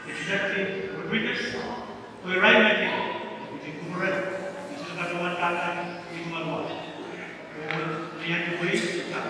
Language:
Pohnpeian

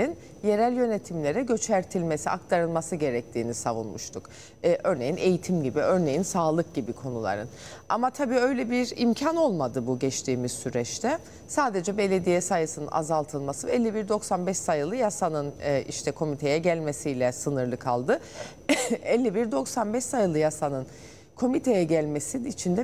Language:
Turkish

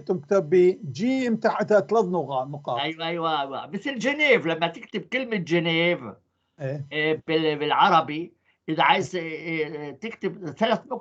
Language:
North Levantine Arabic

